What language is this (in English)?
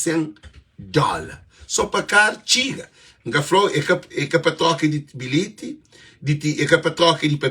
Kabuverdianu